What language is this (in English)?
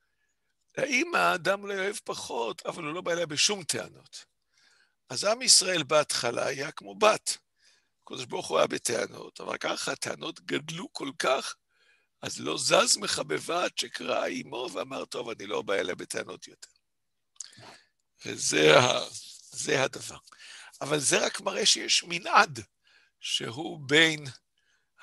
Hebrew